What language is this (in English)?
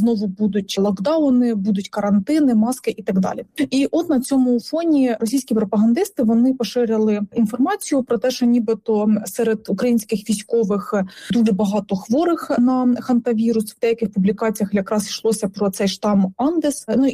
Ukrainian